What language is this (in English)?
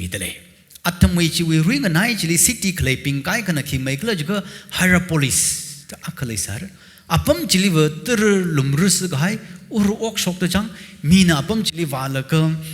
Tangkhul Naga (India)